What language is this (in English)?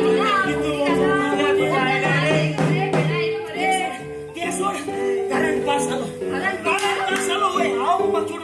Konkani